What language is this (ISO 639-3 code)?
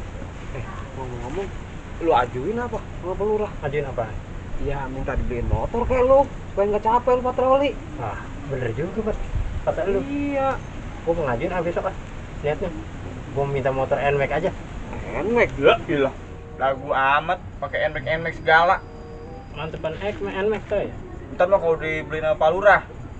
bew